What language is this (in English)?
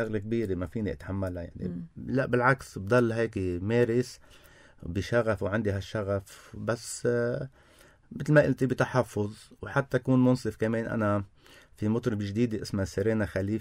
North Levantine Arabic